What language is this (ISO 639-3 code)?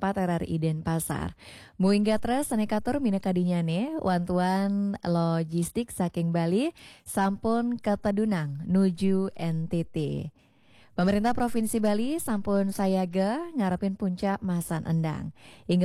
ban